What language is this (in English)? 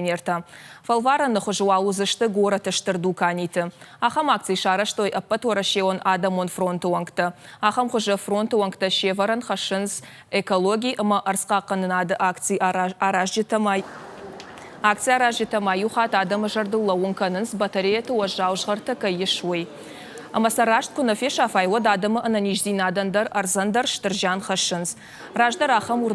Ossetic